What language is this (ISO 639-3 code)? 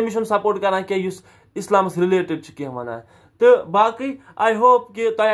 kas